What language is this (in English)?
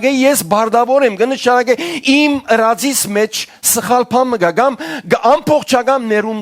Western Armenian